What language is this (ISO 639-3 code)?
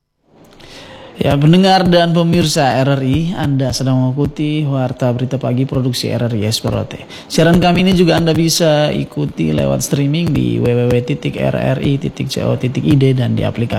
ind